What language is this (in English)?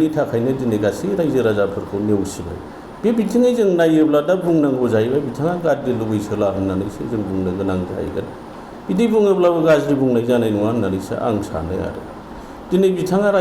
Bodo